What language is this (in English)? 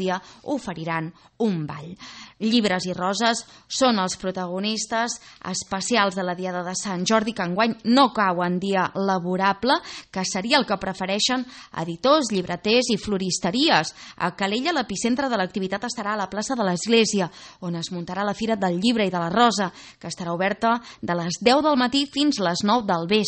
Catalan